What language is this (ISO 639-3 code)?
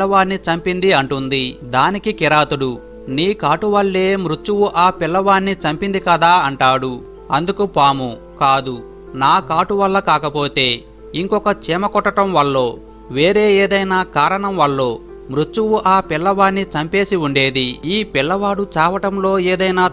tel